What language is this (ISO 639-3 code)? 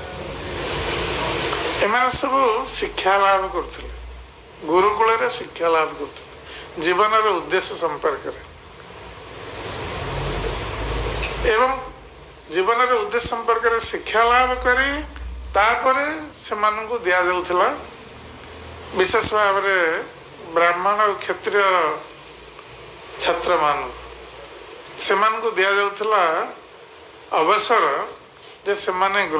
ori